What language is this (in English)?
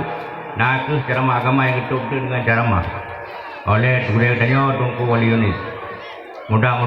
Achinese